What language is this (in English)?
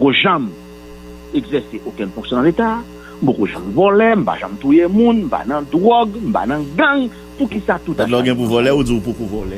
Haitian Creole